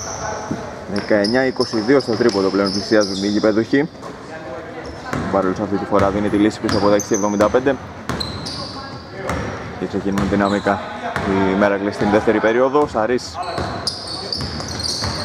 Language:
Greek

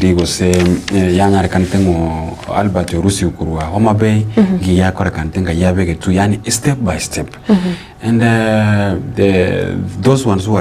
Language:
Gusii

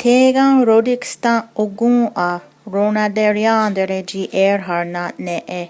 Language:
Mohawk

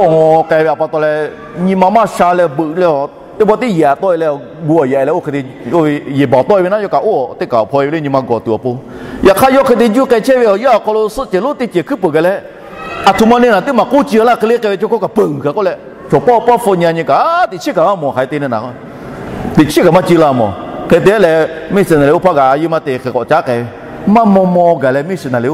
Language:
Lahu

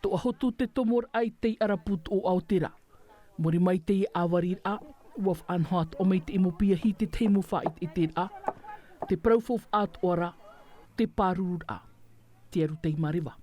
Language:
Tahitian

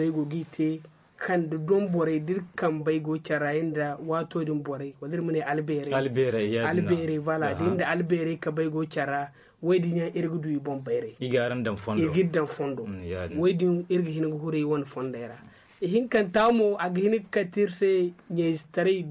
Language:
Zarma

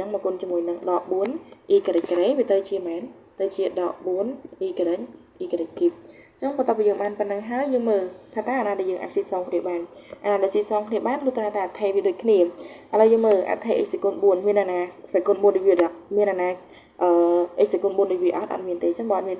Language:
Khmer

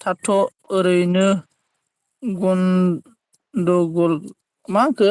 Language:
Bodo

